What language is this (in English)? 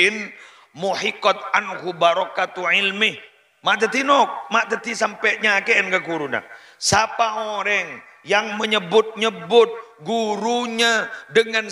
Madurese